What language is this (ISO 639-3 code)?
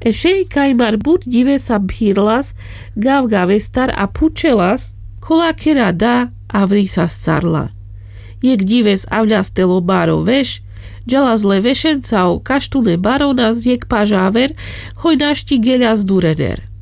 rmc